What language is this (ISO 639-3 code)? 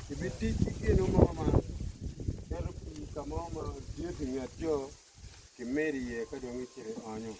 ach